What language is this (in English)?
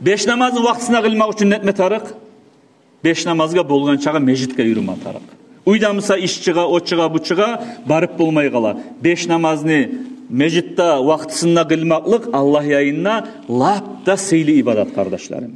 Kumyk